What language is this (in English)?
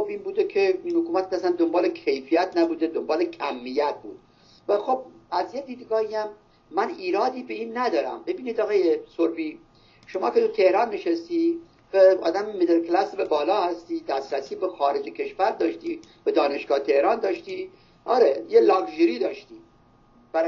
Persian